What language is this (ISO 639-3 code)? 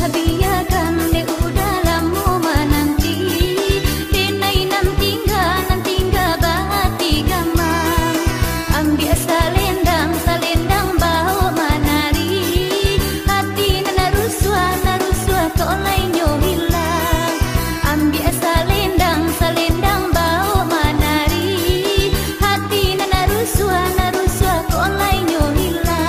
min